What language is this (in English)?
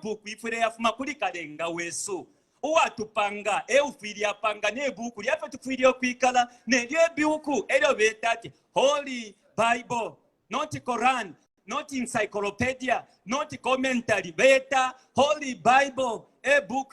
Bemba